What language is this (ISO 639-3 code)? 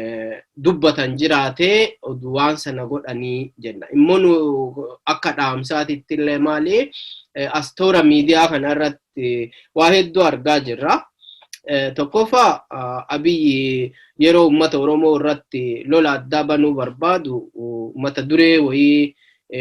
orm